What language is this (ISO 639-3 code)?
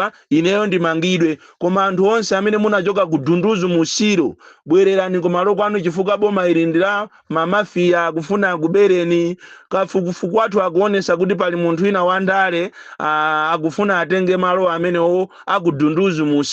nya